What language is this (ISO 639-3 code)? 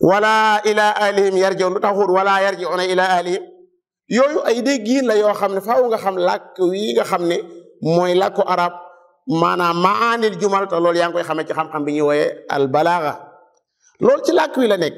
wol